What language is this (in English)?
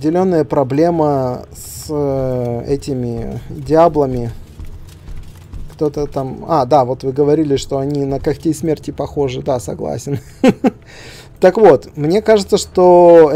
Russian